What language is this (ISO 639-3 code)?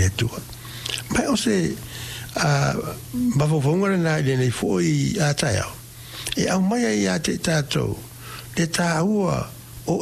smo